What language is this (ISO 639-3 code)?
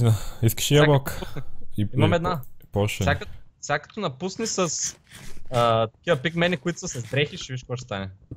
bul